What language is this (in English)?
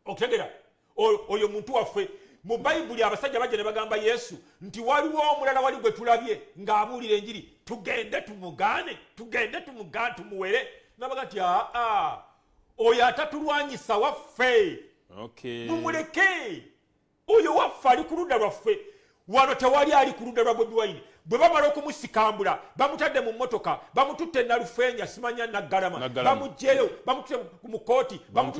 Ganda